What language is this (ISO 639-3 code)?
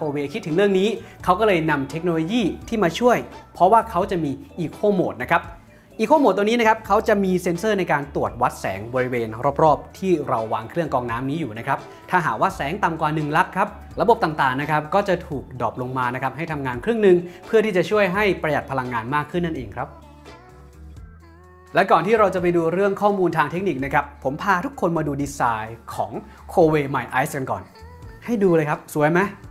tha